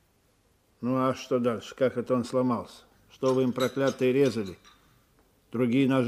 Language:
Russian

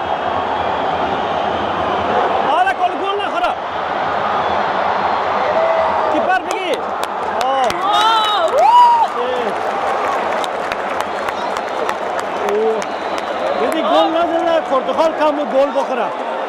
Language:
Persian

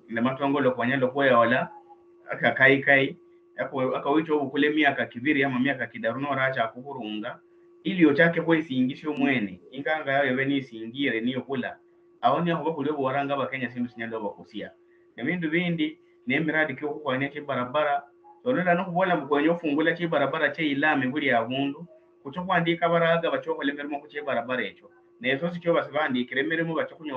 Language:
Luyia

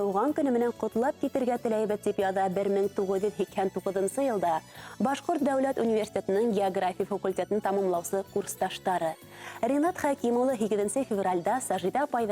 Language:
Bashkir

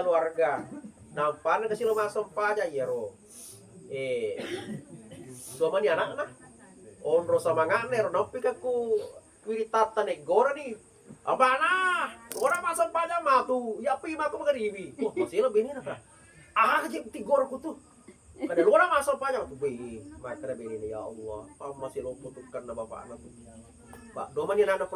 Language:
Buginese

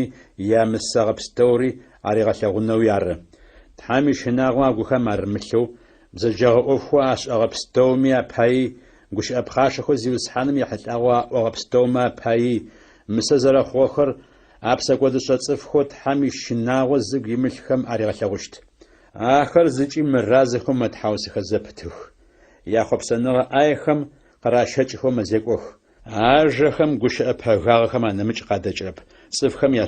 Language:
Adyghe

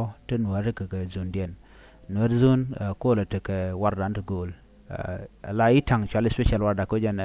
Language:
Nuer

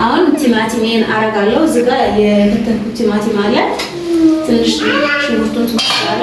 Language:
Amharic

